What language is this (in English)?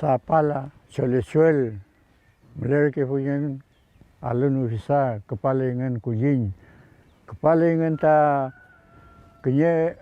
Mapuche